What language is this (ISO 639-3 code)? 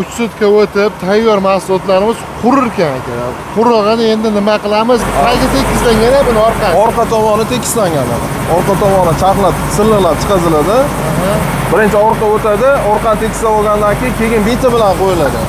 uzb